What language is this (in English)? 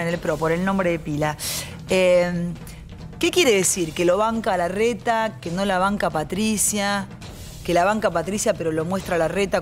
Spanish